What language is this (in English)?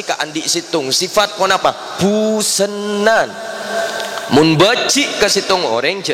Madurese